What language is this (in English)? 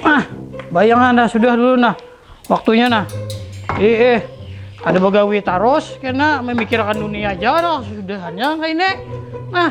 Banjar